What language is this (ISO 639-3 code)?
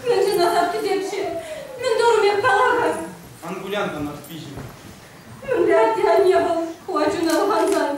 chv